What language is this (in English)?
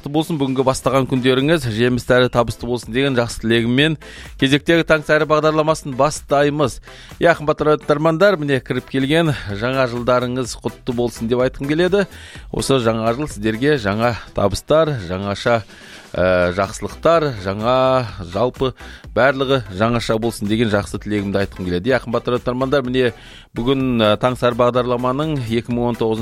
Kazakh